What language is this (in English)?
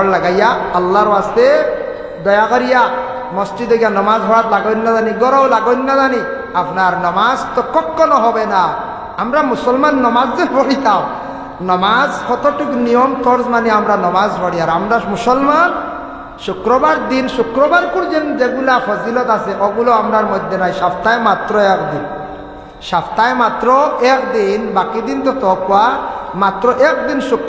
Sylheti